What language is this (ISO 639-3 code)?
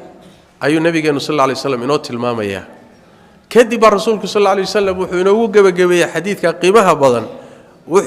som